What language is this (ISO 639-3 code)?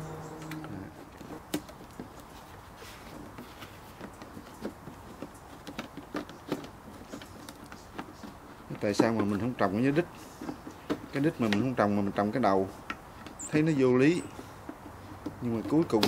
vie